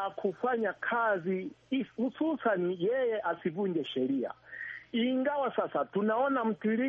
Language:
Swahili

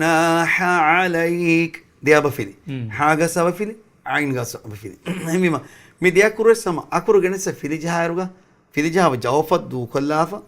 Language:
Divehi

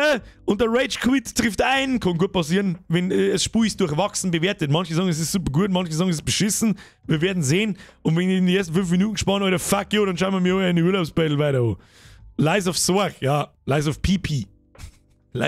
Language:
Bavarian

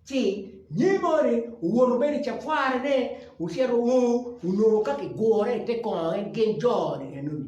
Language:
Acoli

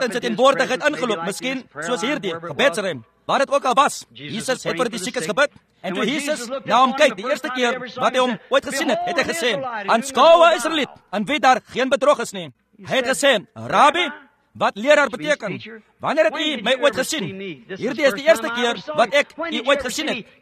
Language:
Afrikaans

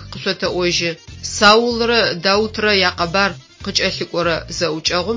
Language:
Adyghe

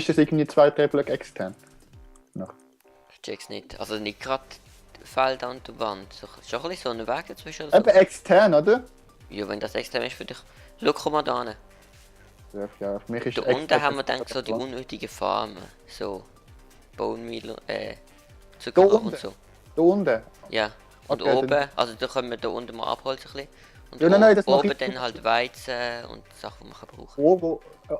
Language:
Swiss German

